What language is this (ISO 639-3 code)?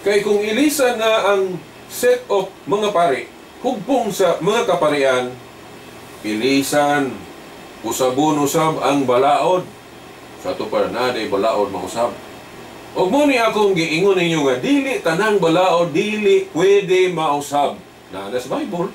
ceb